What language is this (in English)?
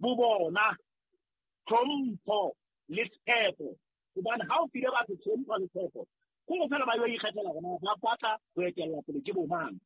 Southern Sotho